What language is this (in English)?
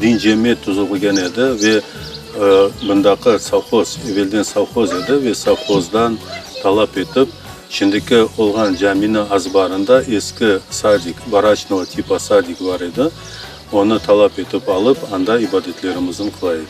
Crimean Tatar